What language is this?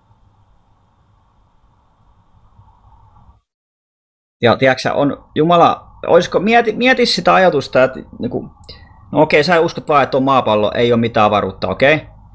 Finnish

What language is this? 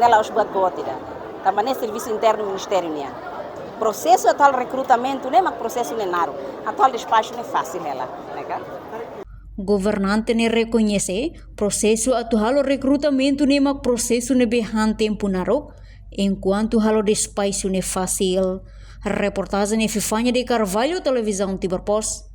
Tetum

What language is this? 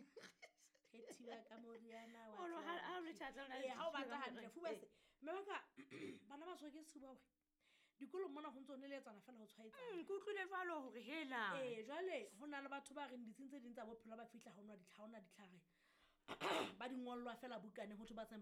Southern Sotho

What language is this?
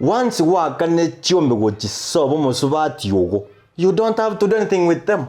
Gusii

